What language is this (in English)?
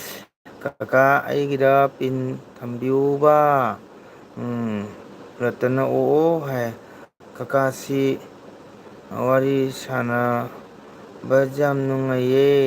Manipuri